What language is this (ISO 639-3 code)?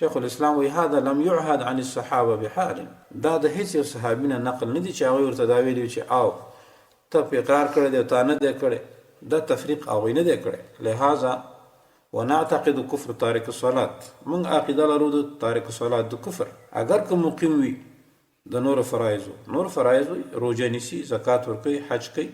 pus